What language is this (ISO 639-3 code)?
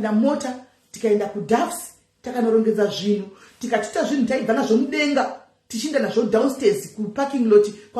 sna